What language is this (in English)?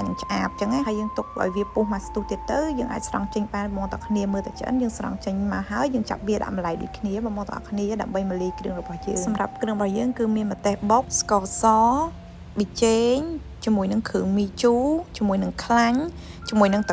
Khmer